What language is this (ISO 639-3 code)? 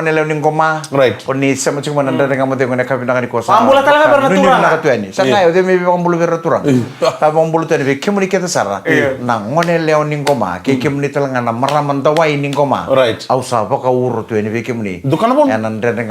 fij